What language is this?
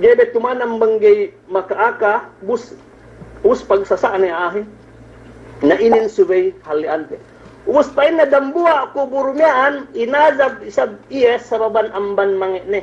Yakan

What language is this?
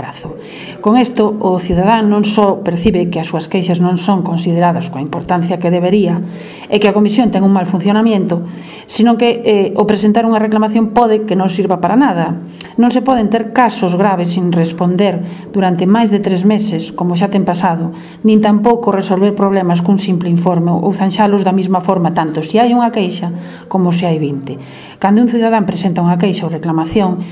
Galician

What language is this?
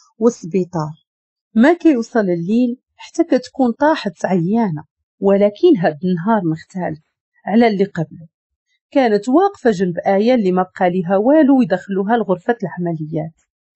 Moroccan Arabic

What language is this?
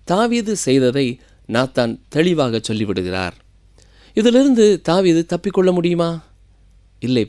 Tamil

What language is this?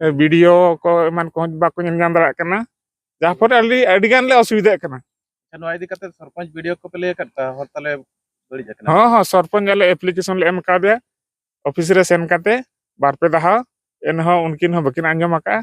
Santali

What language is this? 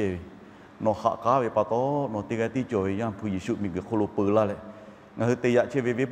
Lahu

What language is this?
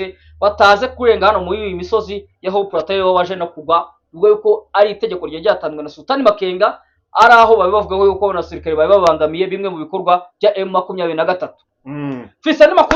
Kinyarwanda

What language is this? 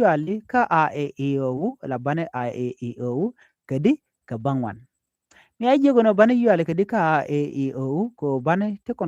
Nuer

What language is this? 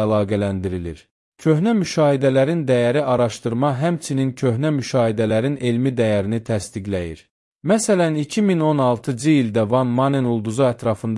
Azerbaijani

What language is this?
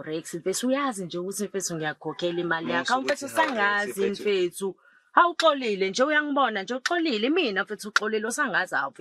Zulu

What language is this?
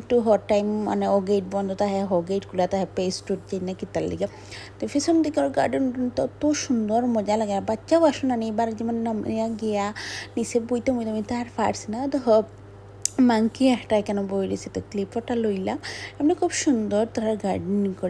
Sylheti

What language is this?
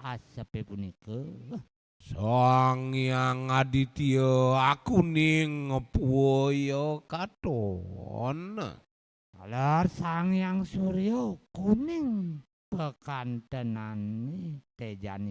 Balinese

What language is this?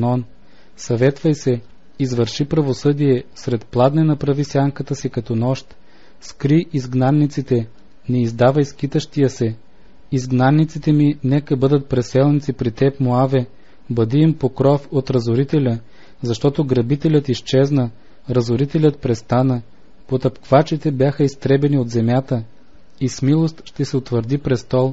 Bulgarian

